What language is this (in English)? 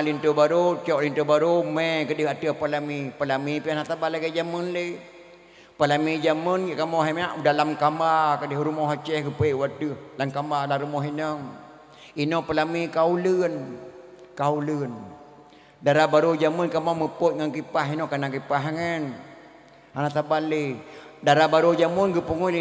Achinese